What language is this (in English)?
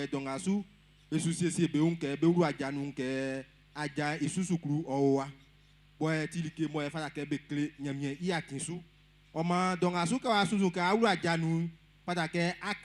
Baoulé